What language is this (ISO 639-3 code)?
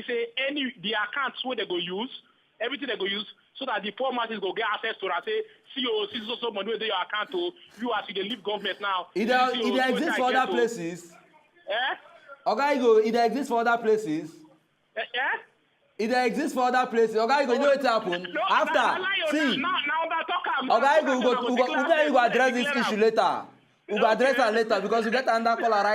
pcm